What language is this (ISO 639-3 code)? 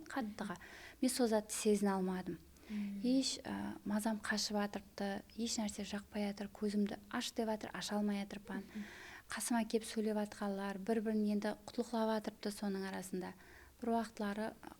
kaa